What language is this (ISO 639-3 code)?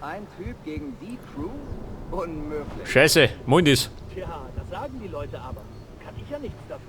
bar